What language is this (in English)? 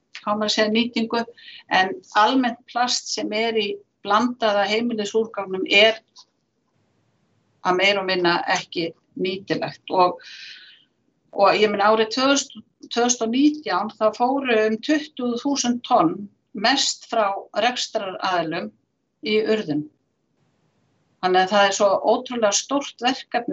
Icelandic